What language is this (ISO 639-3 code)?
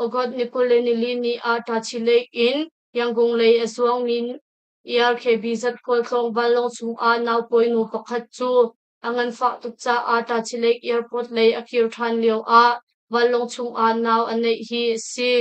cnh